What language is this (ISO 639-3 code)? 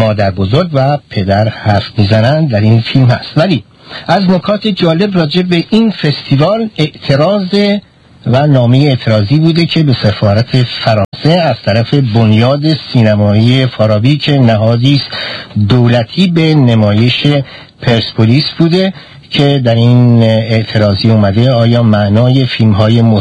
fas